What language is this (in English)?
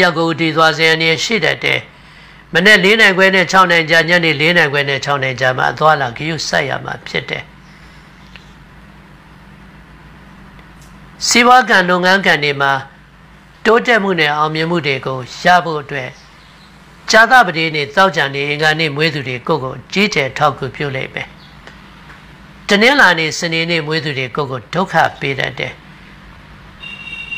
Burmese